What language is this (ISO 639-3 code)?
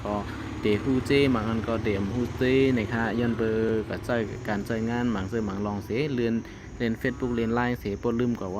shn